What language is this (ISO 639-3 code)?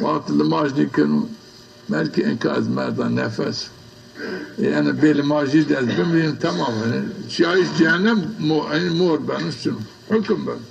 zza